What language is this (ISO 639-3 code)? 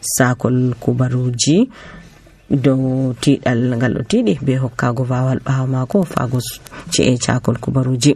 fuv